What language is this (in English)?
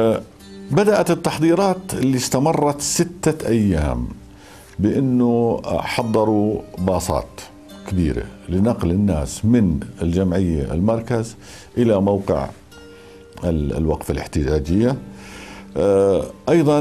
North Levantine Arabic